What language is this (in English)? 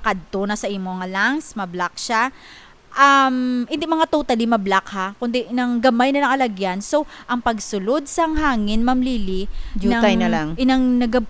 Hiligaynon